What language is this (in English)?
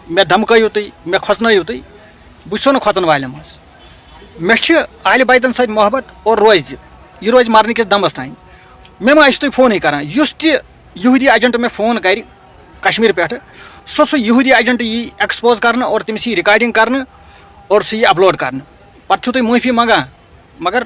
Kashmiri